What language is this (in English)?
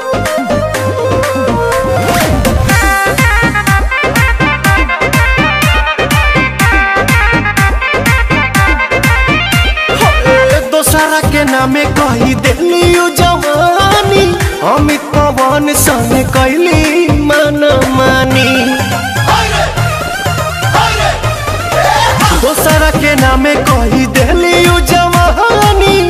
Bhojpuri